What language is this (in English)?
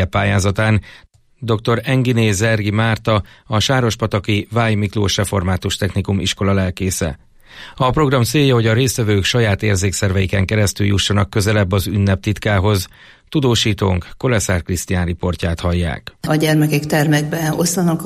Hungarian